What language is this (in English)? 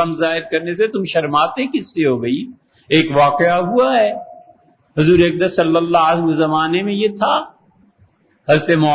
Urdu